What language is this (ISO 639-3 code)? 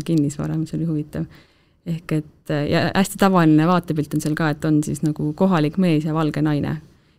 est